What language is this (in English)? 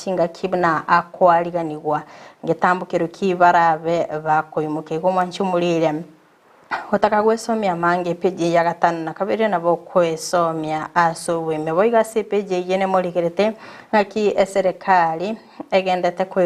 Gusii